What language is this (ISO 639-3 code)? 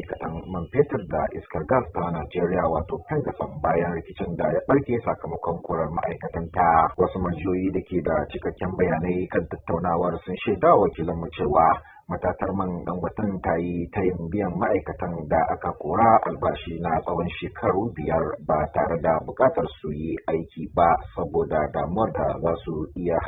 hau